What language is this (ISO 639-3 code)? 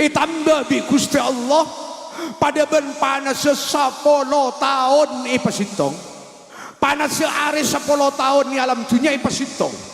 mad